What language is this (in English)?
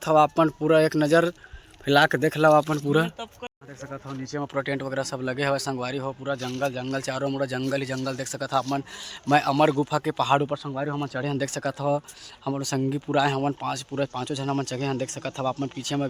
Chhattisgarhi